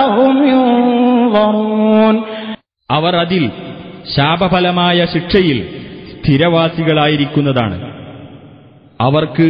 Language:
Malayalam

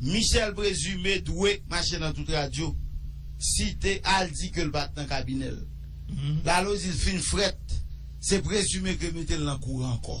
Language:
Haitian Creole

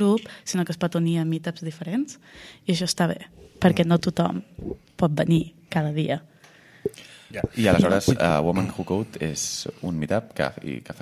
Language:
Catalan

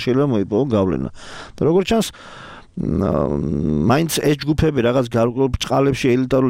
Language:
Georgian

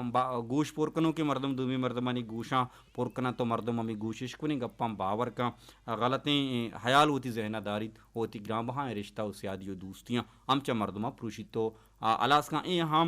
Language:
Baluchi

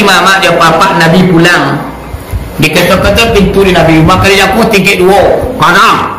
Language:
Minangkabau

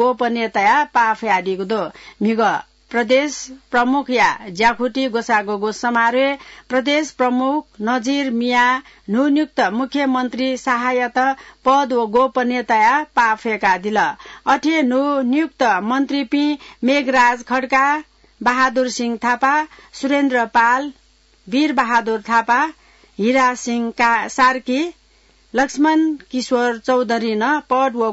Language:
Newari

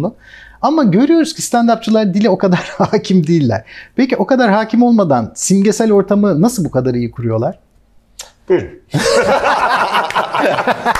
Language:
Turkish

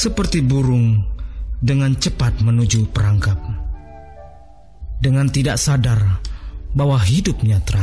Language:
Indonesian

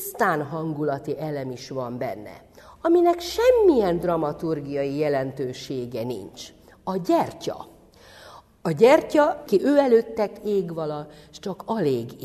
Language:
Hungarian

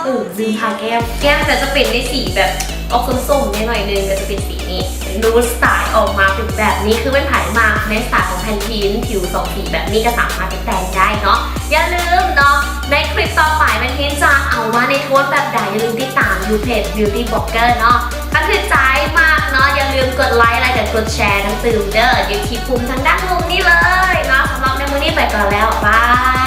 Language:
Lao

